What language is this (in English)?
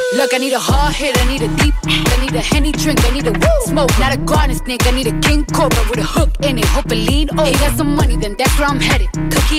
English